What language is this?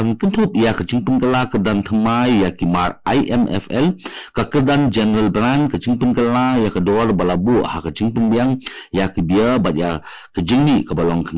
Khasi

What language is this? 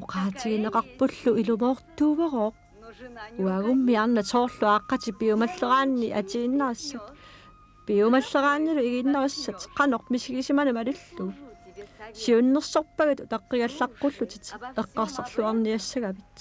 Kalaallisut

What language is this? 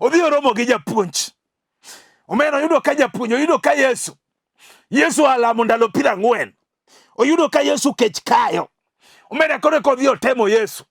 Luo (Kenya and Tanzania)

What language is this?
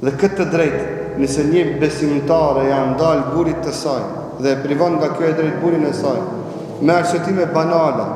Albanian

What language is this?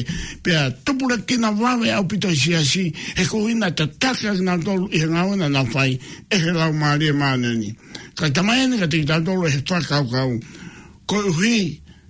Tongan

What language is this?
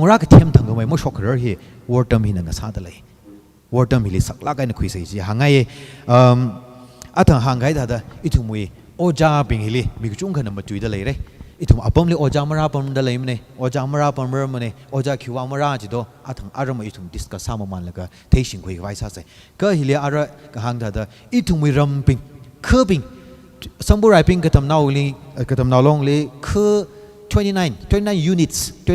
Tangkhul Naga (India)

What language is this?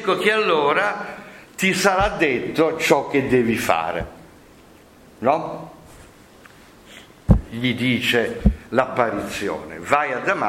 Italian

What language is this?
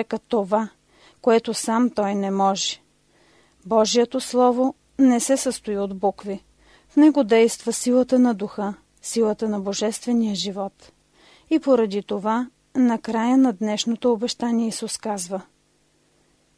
Bulgarian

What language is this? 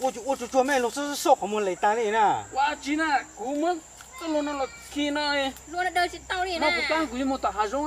Hmong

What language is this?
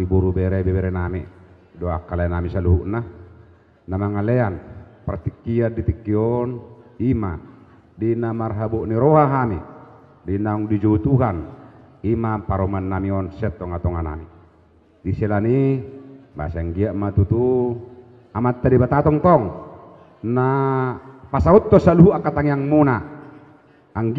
Batak Karo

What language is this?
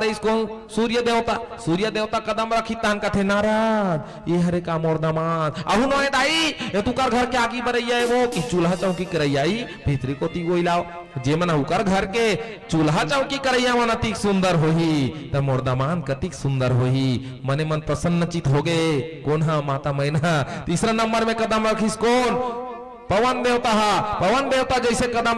Chhattisgarhi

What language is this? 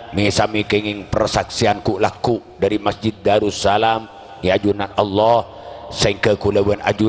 Madurese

